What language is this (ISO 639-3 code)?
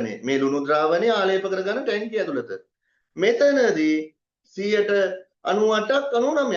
sin